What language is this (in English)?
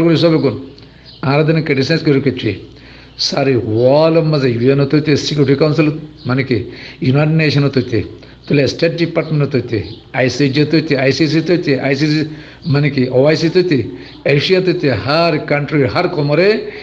Rohingya